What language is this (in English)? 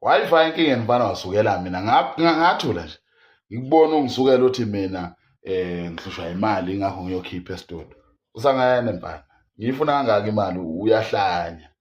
Zulu